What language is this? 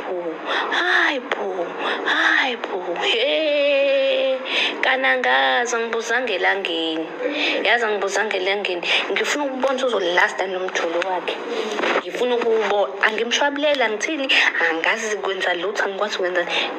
Zulu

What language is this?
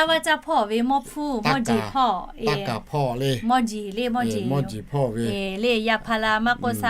Lahu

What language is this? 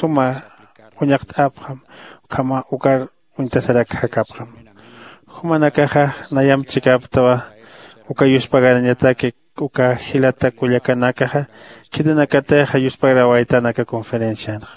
Aymara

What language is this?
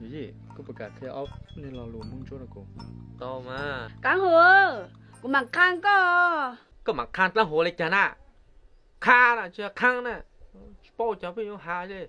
Hmong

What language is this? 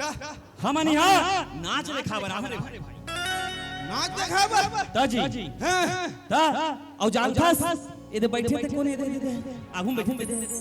Chhattisgarhi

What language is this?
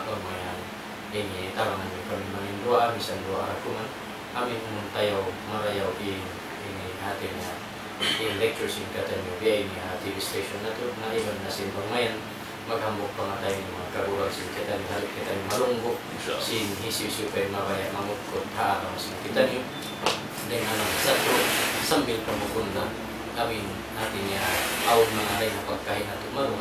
Tausug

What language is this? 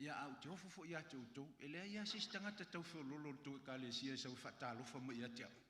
Samoan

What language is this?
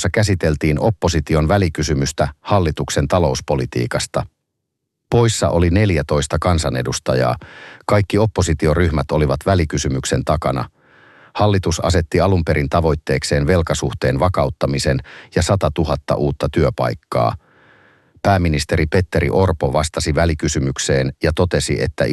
Finnish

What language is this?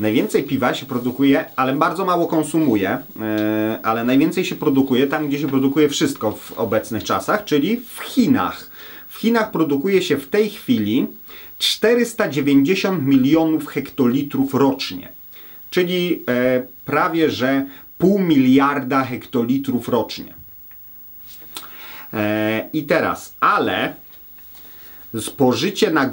Polish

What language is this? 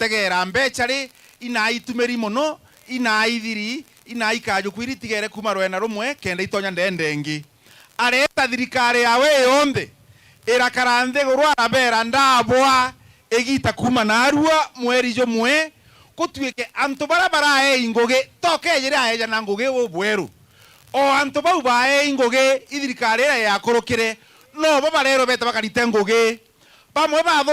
Meru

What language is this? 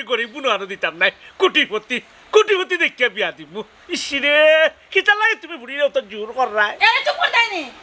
Sylheti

